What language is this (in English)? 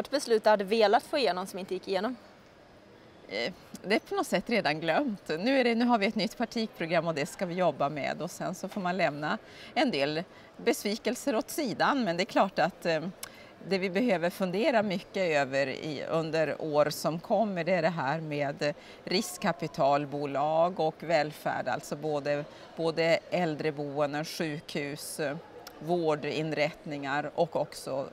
Swedish